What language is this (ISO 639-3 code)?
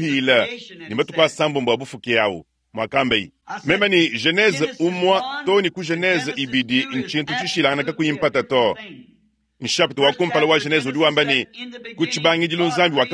lua